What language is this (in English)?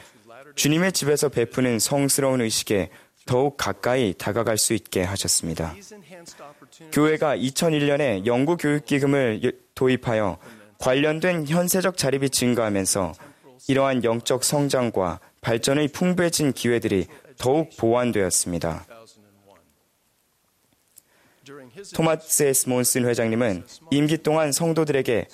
Korean